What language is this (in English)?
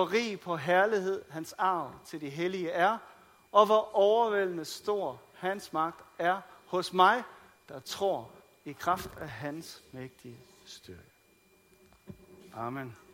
Danish